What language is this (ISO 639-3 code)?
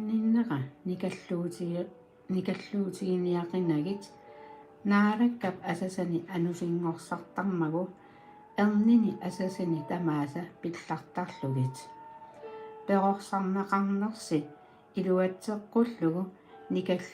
kal